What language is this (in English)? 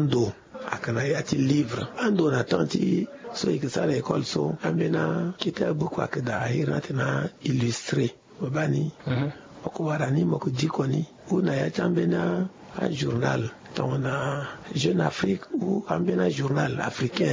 Sango